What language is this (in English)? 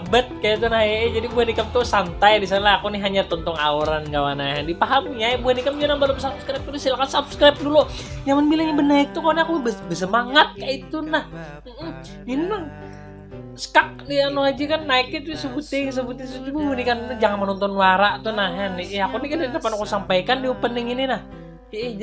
Banjar